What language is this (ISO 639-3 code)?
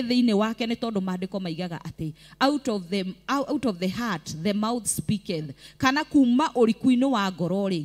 kik